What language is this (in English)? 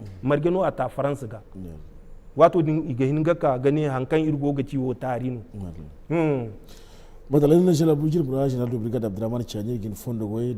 Zarma